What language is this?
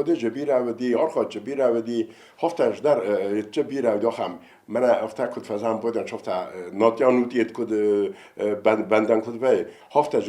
Ossetic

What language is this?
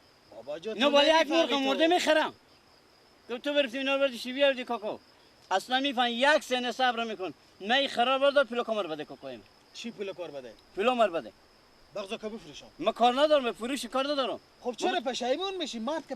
Persian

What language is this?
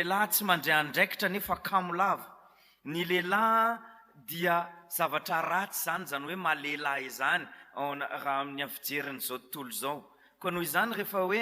Malagasy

